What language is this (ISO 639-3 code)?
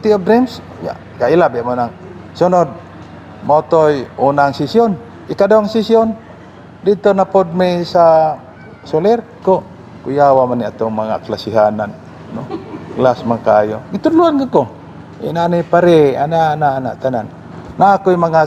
ceb